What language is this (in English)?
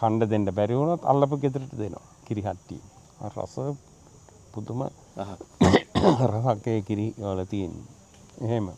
Sinhala